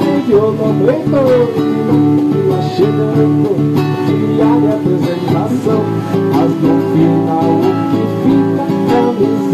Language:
Portuguese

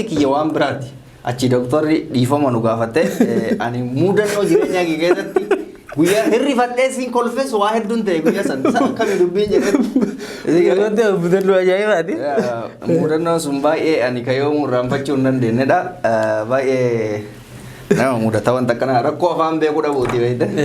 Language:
Oromo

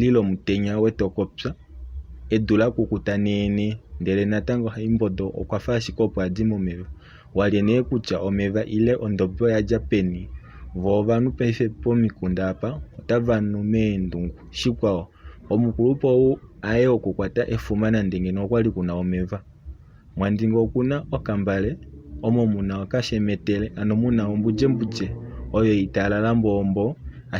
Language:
Kuanyama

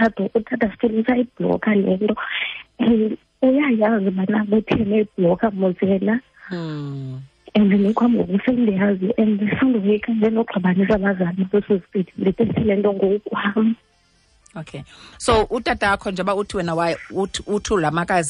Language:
Xhosa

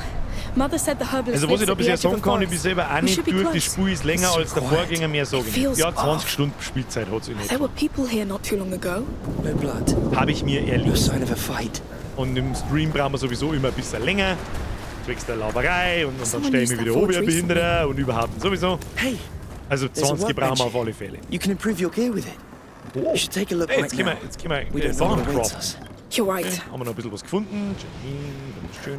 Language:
Bavarian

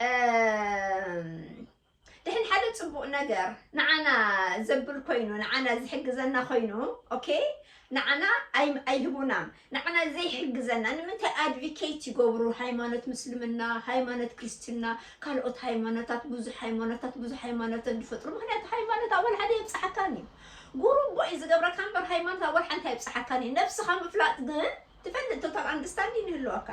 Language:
Tigrinya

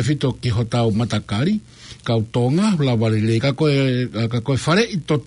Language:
Tongan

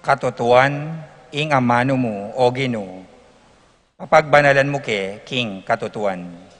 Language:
Pampanga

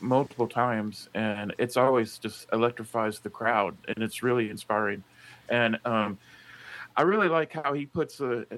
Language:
English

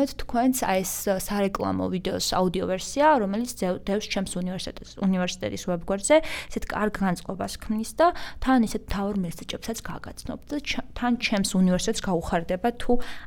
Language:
Georgian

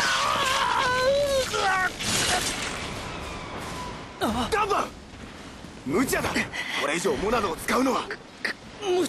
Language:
Japanese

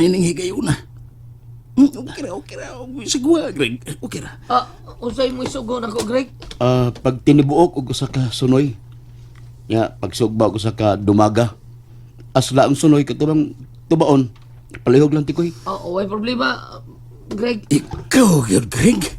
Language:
Cebuano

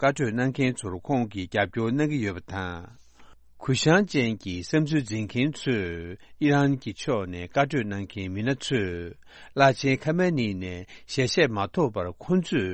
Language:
Tibetan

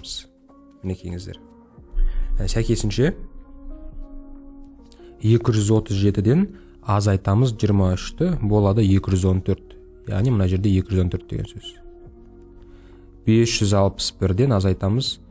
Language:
Kazakh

